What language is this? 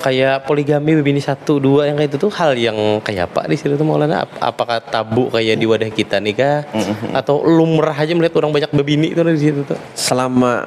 Banjar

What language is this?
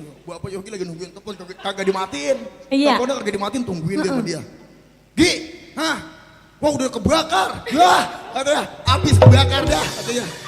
Betawi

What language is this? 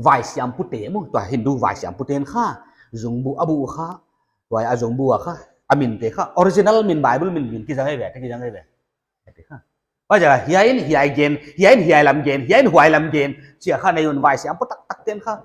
Paite Chin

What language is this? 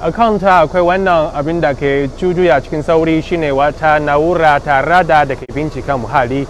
Hausa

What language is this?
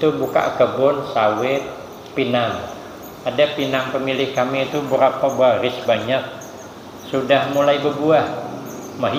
Banjar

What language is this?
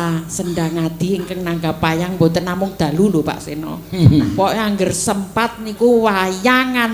Javanese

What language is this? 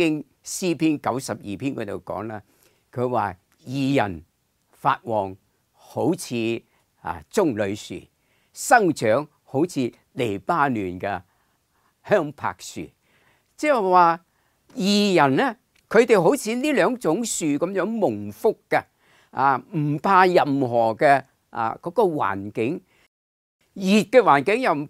Cantonese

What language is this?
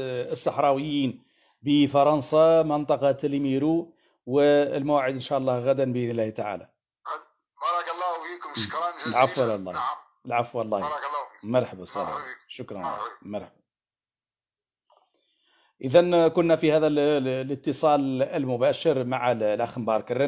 Arabic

